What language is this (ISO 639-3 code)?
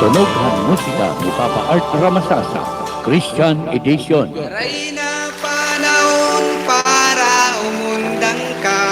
war